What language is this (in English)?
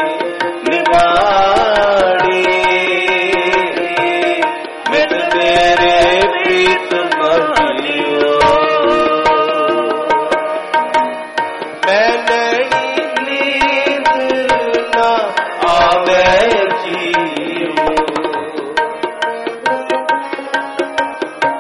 Punjabi